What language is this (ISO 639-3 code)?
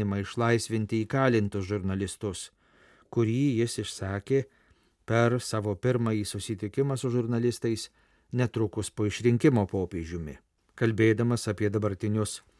lit